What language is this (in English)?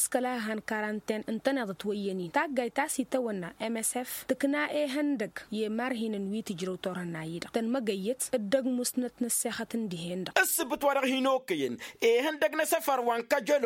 Tamasheq